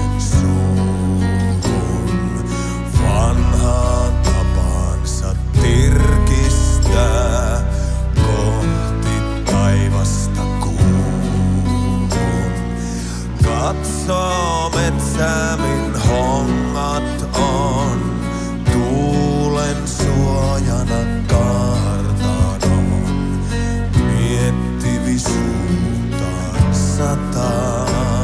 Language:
Finnish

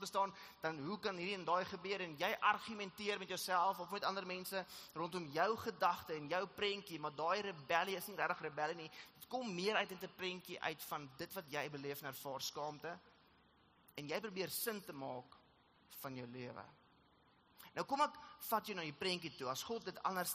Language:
Afrikaans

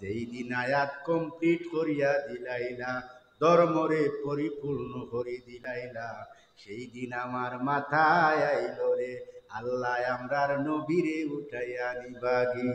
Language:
Sylheti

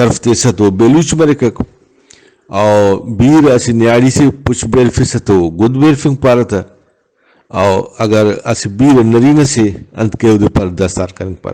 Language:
Brahui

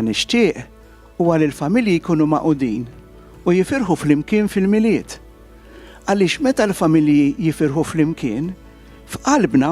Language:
Maltese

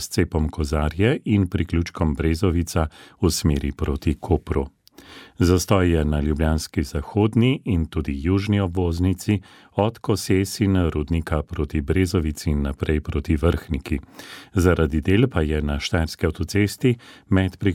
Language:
Slovenian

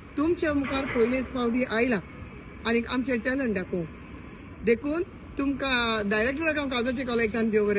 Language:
Konkani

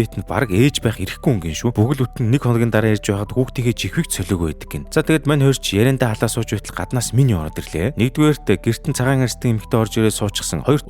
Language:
Mongolian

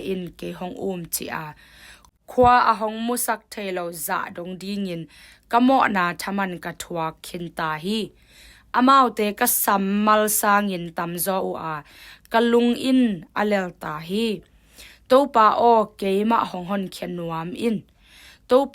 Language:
Tedim Chin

